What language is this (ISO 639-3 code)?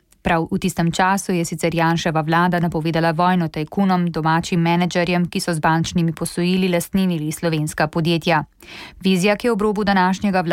slv